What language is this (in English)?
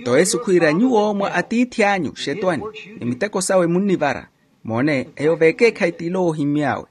Makhuwa